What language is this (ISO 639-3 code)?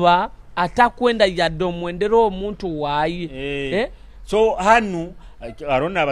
nyo